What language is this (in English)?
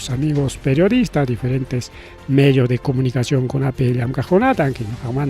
Ayacucho Quechua